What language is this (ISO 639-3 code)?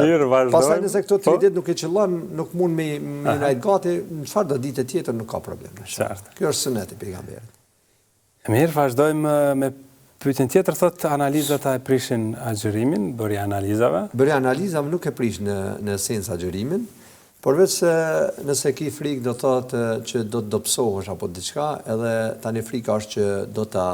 sqi